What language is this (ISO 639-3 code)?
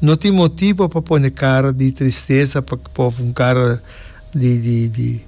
pap